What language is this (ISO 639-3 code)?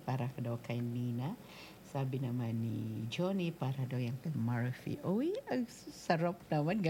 fil